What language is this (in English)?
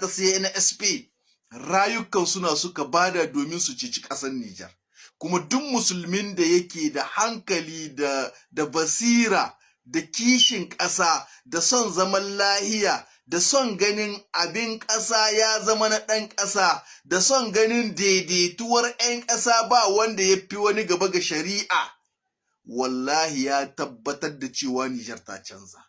Hausa